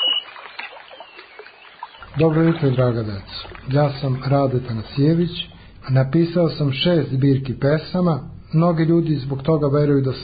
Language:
Serbian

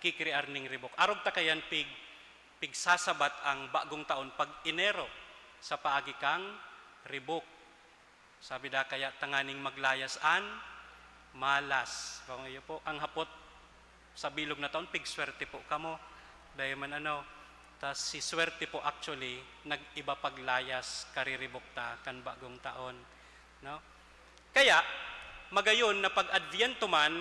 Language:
Bikol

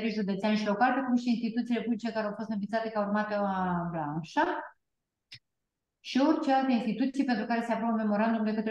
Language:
Romanian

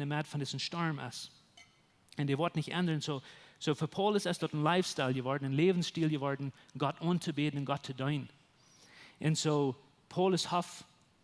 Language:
Plautdietsch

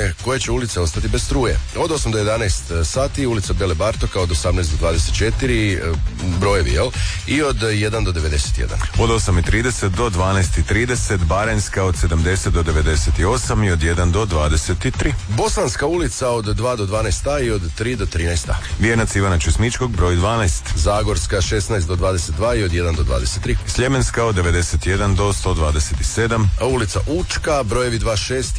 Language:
Croatian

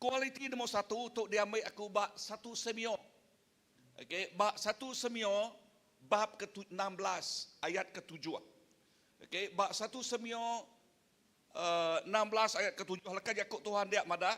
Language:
Iban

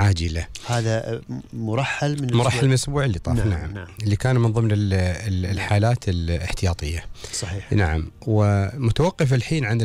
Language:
Gulf Arabic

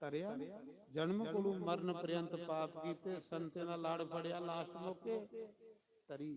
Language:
Dogri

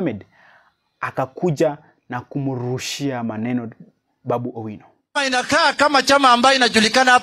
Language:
Swahili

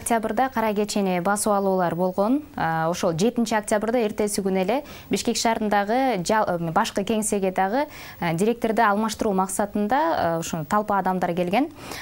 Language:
Kyrgyz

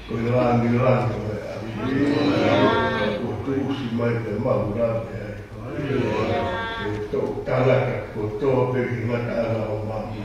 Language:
Tongan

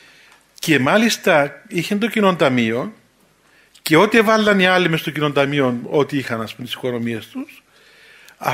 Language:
Greek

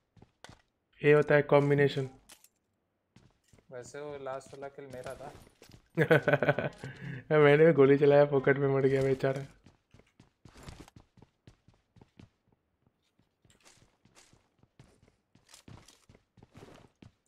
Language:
Hindi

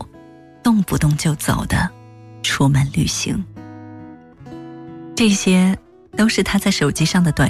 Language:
Chinese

